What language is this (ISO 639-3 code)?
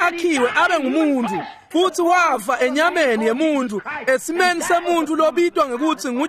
ssw